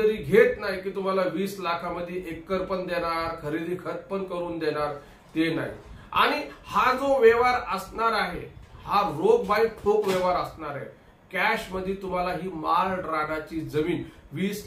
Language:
Marathi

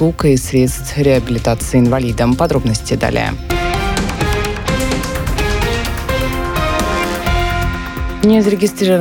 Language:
Russian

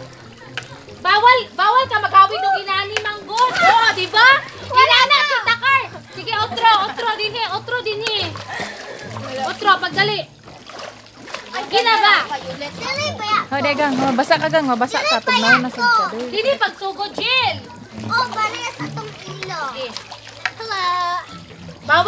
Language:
Cebuano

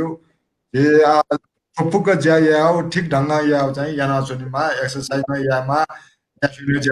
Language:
Newari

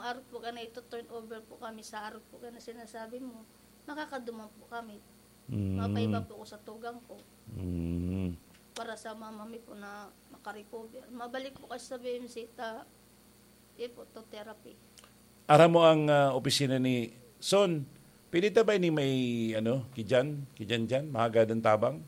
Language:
Bikol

